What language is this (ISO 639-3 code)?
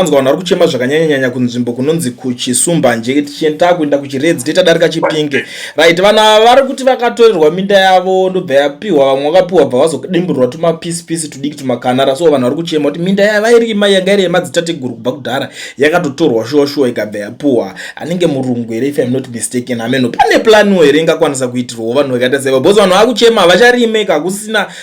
sna